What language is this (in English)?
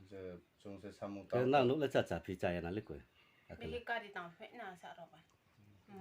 Riang (India)